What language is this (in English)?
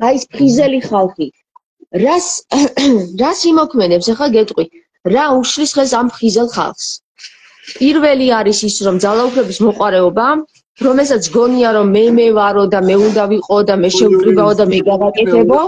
Georgian